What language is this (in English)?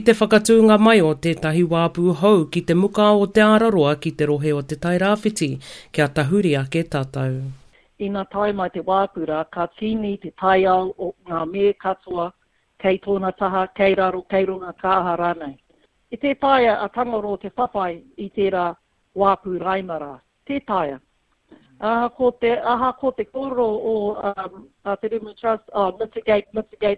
Māori